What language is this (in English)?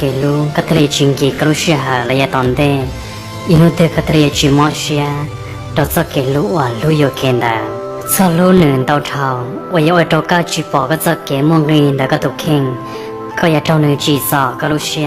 Hmong